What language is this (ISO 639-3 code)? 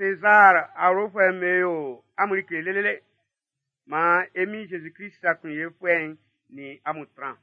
bci